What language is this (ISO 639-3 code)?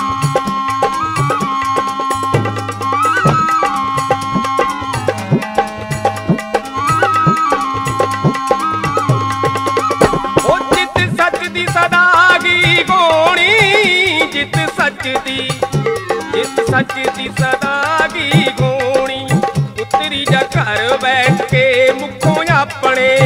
pan